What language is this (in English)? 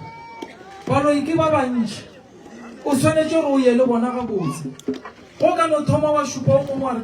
Northern Sotho